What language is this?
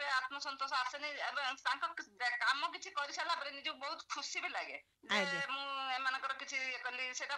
Odia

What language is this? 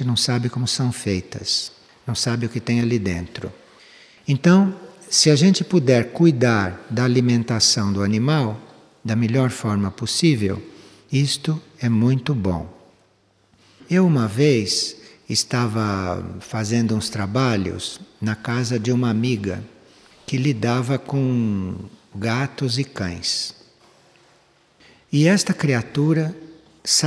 Portuguese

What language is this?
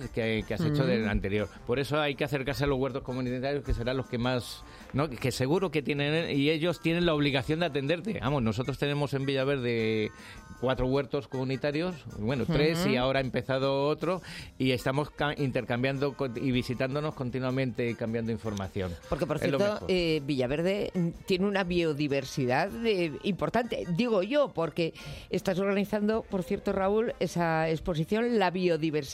Spanish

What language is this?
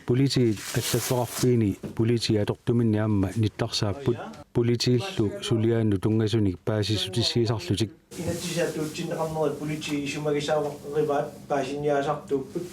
Kalaallisut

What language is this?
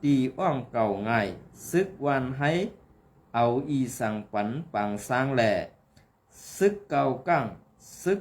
Shan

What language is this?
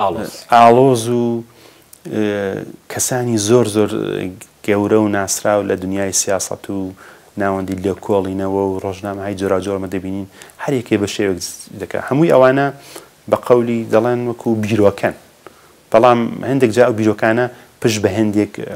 Central Kurdish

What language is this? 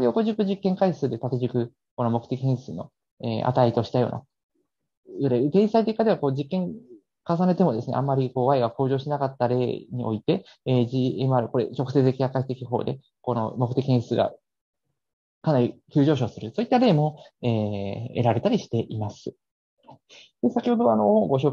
Japanese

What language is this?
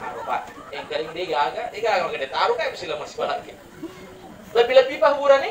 Buginese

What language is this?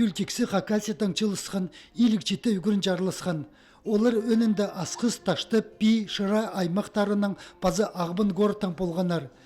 Khakas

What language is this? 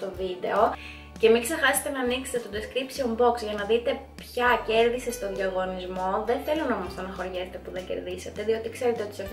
Greek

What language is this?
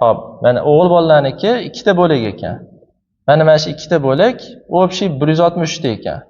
Uzbek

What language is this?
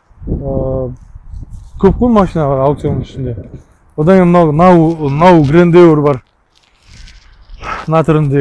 Kazakh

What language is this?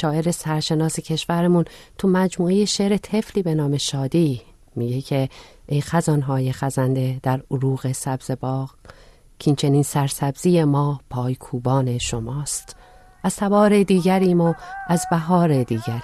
Persian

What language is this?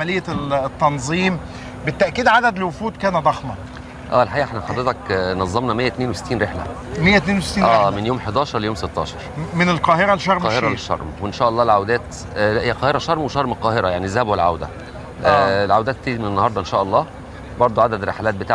Egyptian Arabic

